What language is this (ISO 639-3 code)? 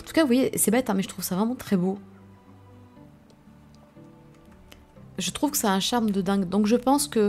fra